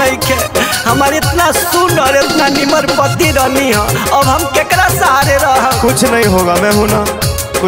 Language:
Bhojpuri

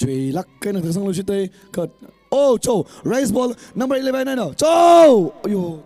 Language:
Tangkhul Naga (India)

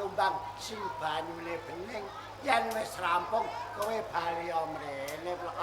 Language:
Javanese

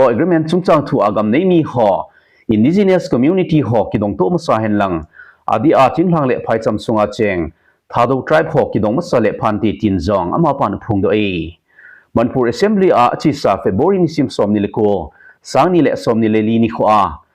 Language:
Thado Chin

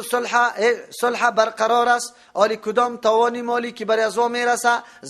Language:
Persian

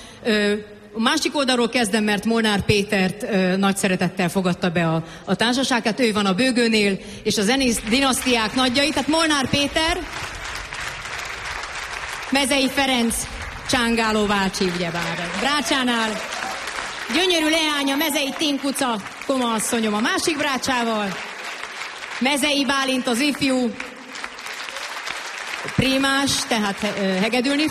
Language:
Hungarian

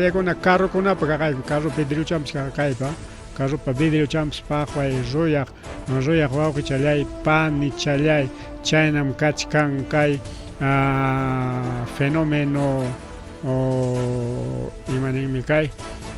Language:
Ayacucho Quechua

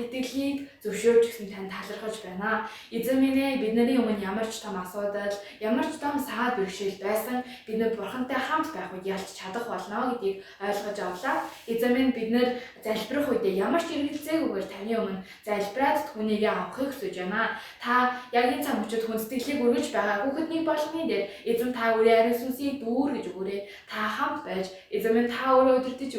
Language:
Mongolian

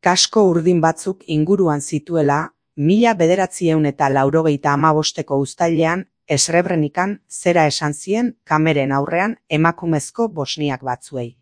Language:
Basque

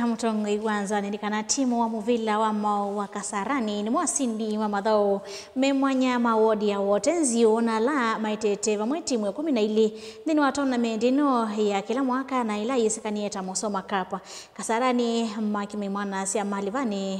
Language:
Kamba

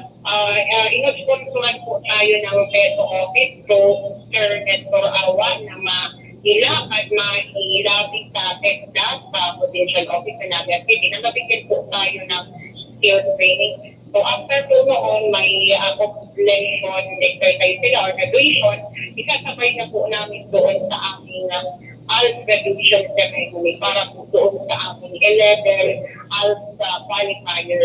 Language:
Bikol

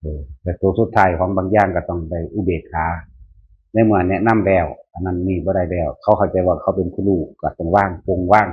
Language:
Northeastern Thai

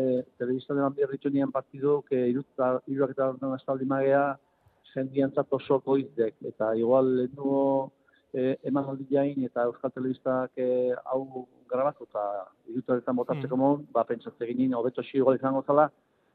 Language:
Basque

